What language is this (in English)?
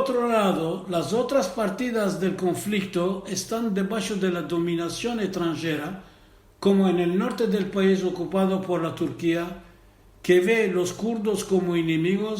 Ladino